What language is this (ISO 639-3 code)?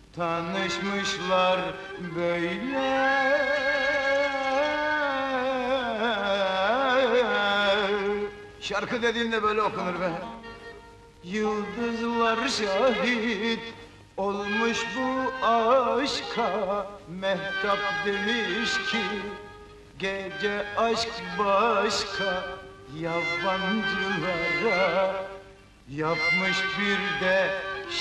tur